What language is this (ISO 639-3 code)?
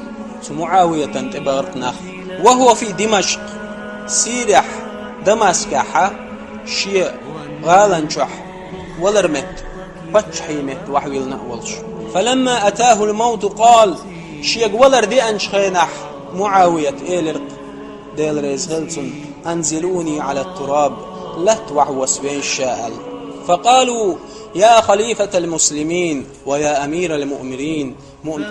che